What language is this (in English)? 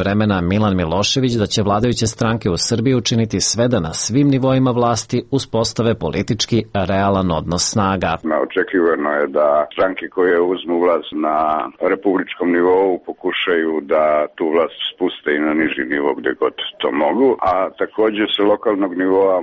Serbian